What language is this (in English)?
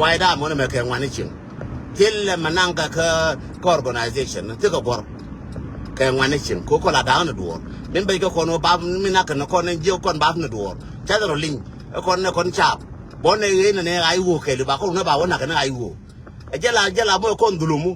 Nuer